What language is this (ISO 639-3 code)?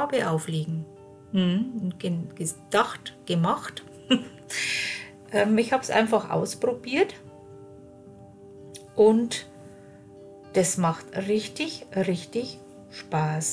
deu